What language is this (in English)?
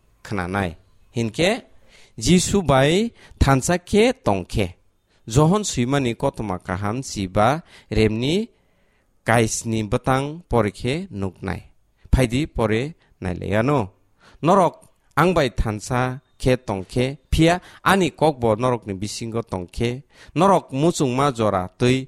Kok Borok